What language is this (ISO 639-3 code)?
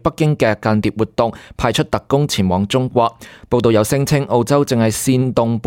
yue